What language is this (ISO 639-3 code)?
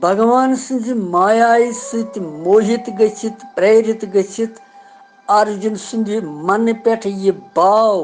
kas